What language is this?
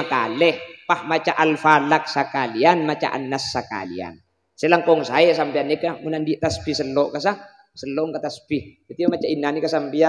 Madurese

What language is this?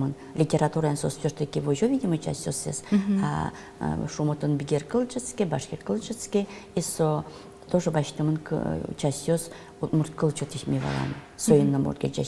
Udmurt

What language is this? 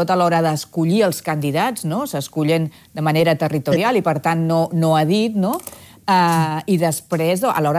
Catalan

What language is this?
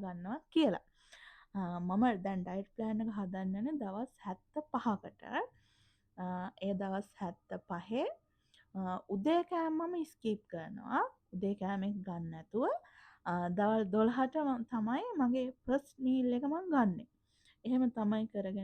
Sinhala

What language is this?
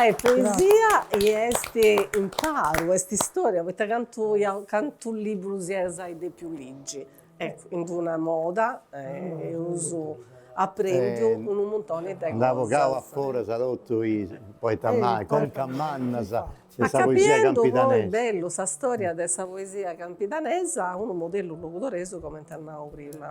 Sardinian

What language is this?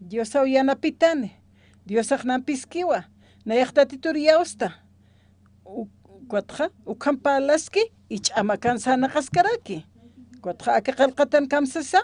Aymara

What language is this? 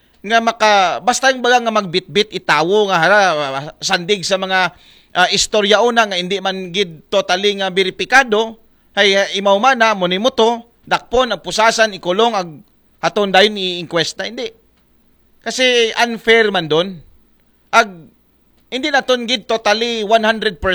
Aklanon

